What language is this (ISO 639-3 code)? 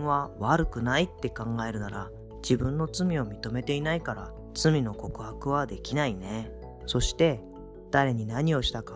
jpn